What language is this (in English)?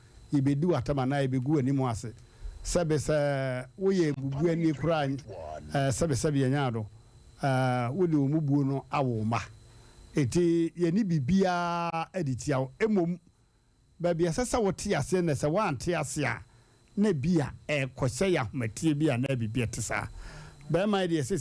Akan